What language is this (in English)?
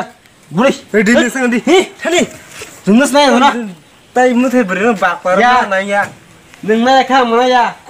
Kok Borok